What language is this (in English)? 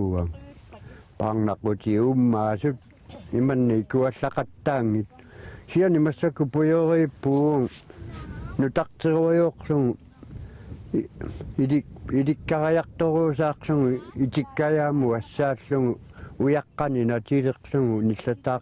Kalaallisut